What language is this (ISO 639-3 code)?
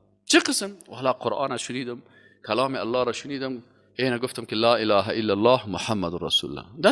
fas